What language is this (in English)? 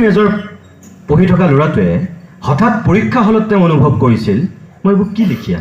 Assamese